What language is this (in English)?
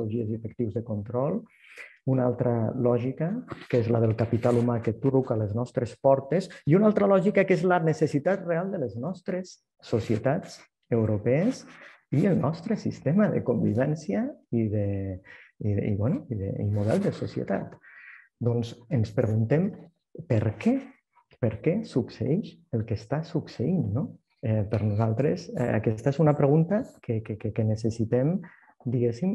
Catalan